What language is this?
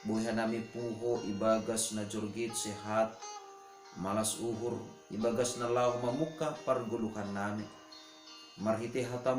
Batak Simalungun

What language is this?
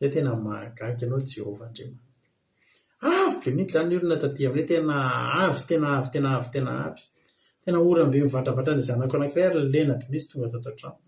Malagasy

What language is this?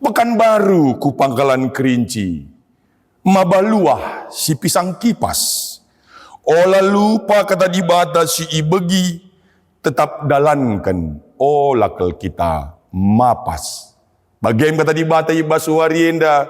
Batak Karo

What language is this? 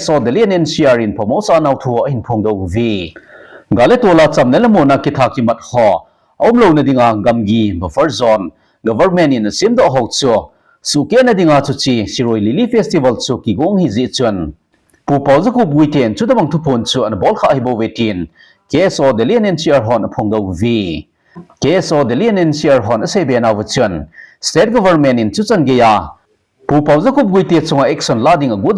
Thado Chin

